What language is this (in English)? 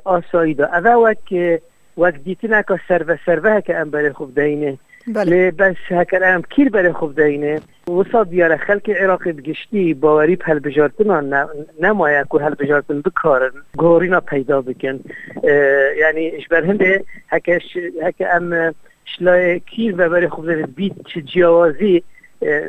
Kurdish